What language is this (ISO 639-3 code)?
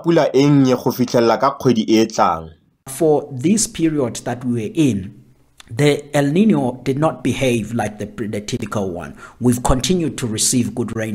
tsn